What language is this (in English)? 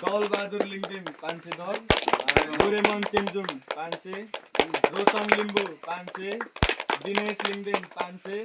Nepali